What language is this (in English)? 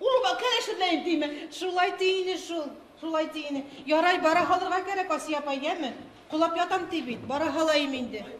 Bashkir